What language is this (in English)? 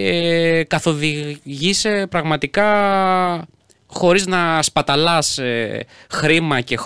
Greek